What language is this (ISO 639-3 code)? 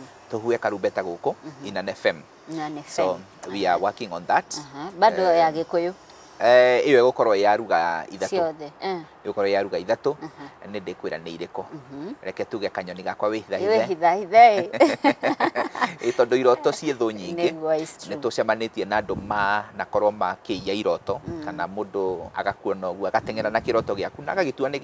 kik